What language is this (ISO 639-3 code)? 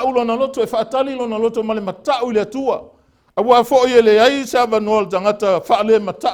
smo